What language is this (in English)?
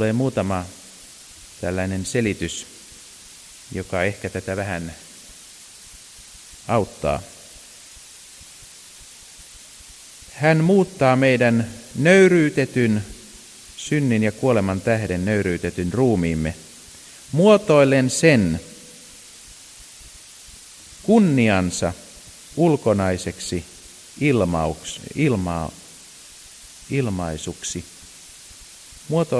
Finnish